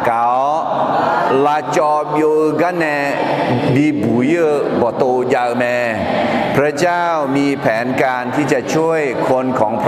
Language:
Akha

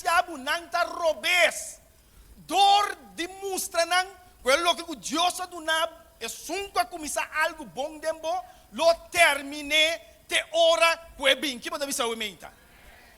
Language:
Papiamento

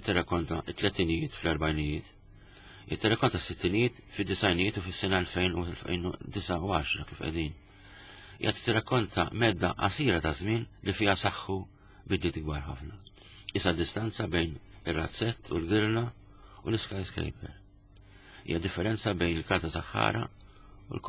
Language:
Maltese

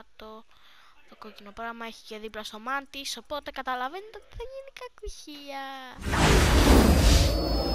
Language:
Greek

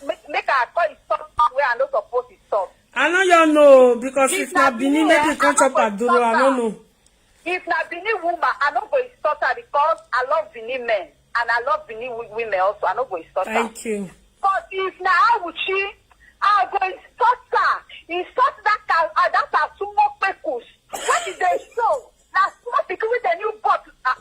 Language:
Nigerian Pidgin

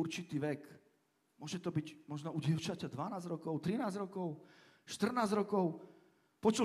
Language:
Slovak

